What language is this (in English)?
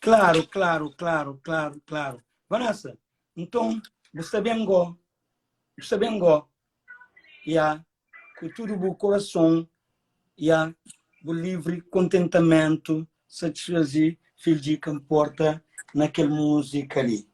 Kabuverdianu